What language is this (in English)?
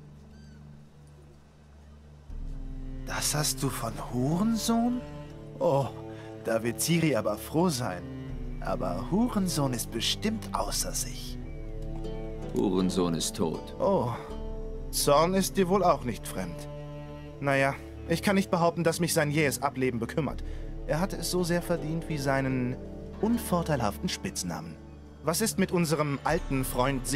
German